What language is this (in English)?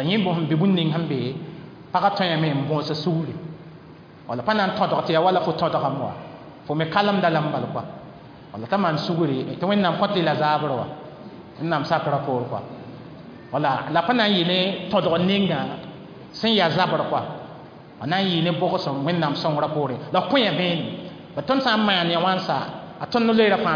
Mossi